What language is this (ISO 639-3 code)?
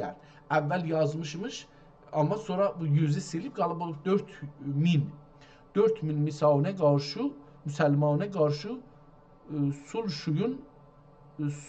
azb